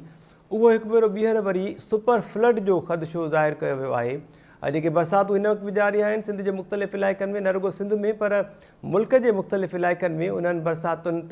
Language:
Sindhi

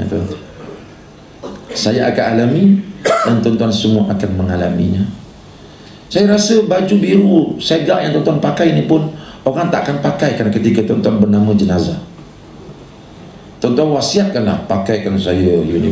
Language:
Malay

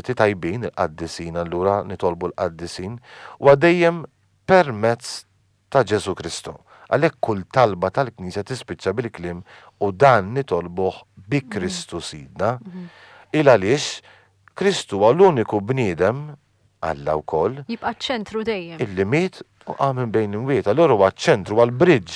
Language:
Maltese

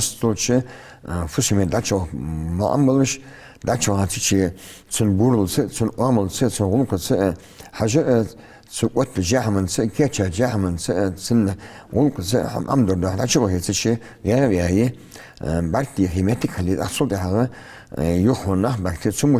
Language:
Ingush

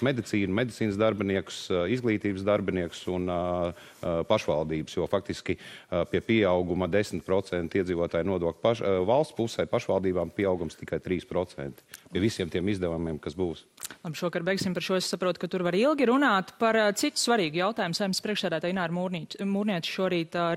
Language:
Latvian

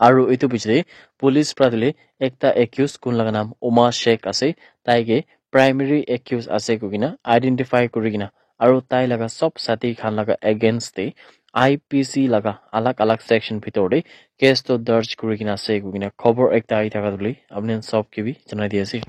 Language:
Naga Pidgin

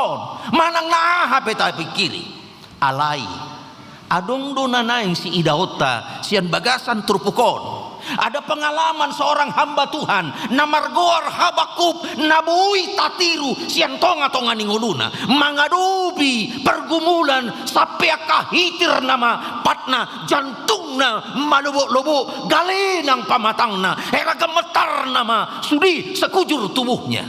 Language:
Batak Toba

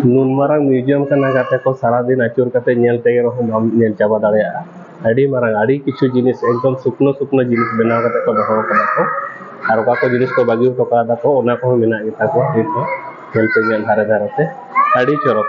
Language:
Santali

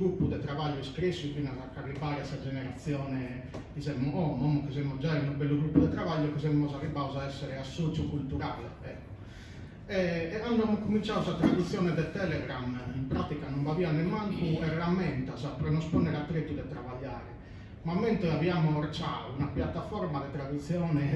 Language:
Sardinian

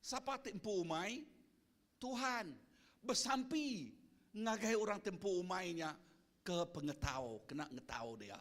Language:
Iban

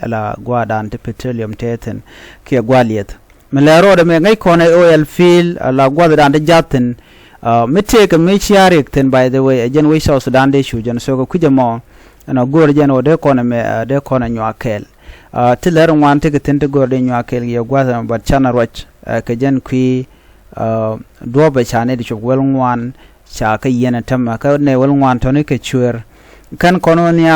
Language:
Nuer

